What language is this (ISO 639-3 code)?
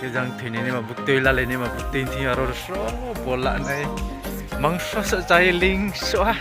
ria